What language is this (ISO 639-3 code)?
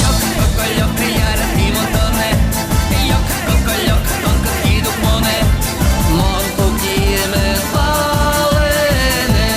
udm